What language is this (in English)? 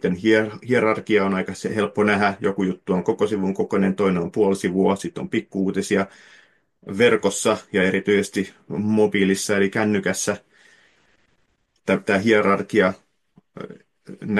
Finnish